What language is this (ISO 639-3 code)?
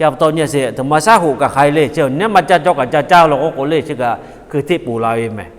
lhu